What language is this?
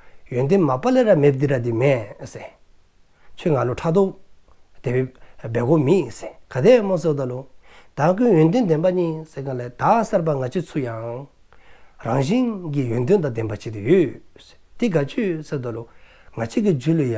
Dzongkha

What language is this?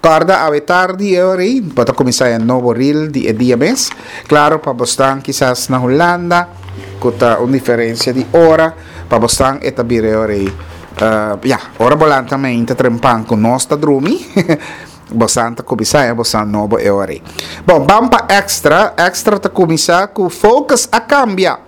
Papiamento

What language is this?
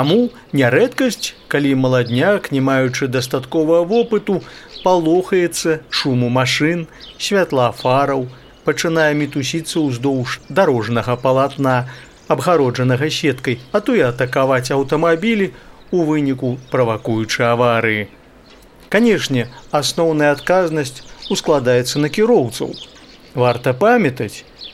Belarusian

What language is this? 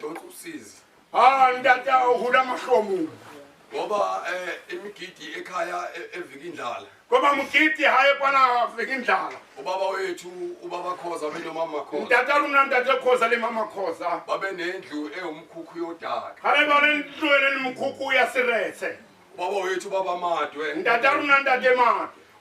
Zulu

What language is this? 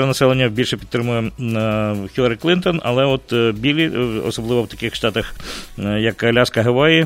Ukrainian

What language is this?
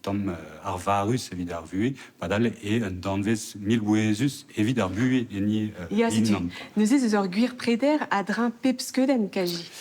Breton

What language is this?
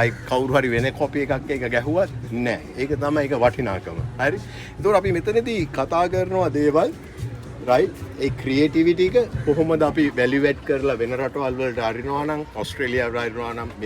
Sinhala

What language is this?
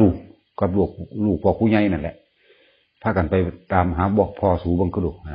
Northeastern Thai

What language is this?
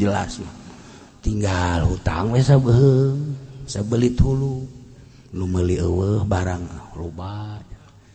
Sundanese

